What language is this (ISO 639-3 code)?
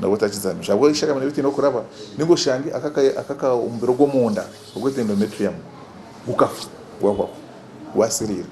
nyn